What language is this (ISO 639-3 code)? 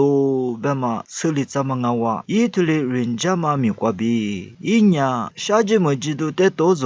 lis